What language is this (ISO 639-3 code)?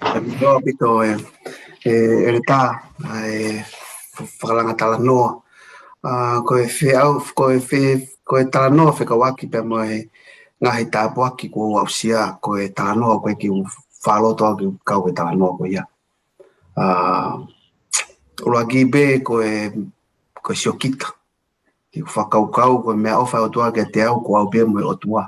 ton